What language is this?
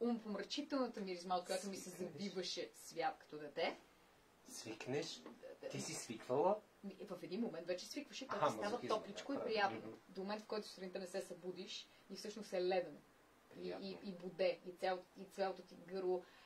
Bulgarian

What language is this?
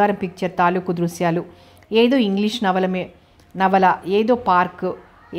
Telugu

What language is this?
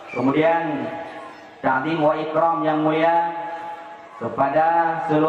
Achinese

